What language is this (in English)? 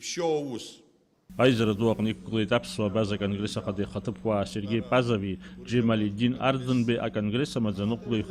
Abkhazian